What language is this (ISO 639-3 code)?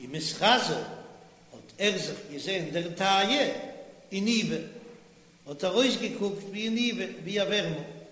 yid